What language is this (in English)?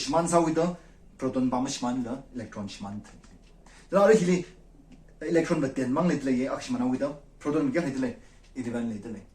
Tangkhul Naga (India)